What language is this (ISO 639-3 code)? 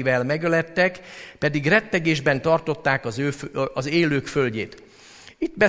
hun